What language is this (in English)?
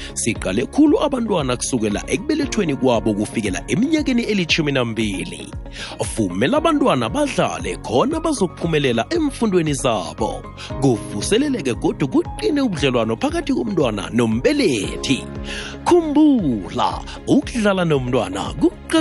South Ndebele